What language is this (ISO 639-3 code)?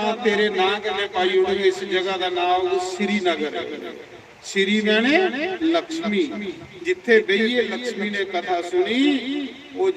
doi